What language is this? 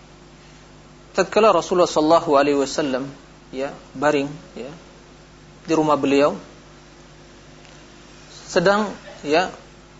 Indonesian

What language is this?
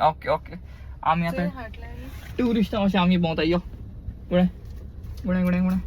Konkani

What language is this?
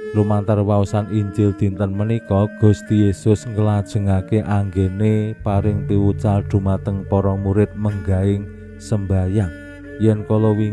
Javanese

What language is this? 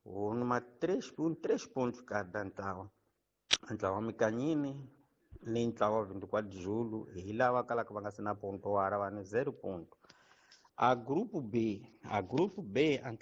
Tsonga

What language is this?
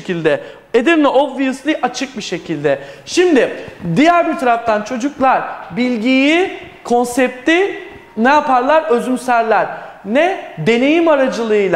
Turkish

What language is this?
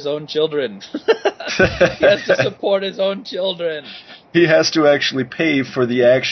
English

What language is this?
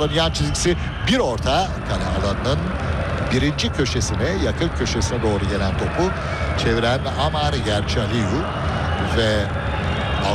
Turkish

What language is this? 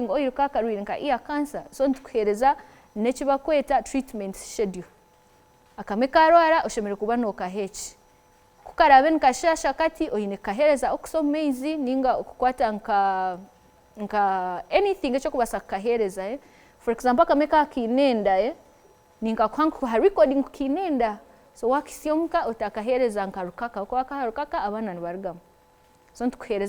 Nyankole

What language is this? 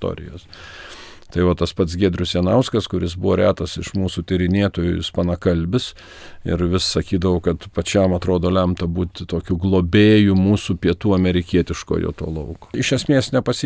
Lithuanian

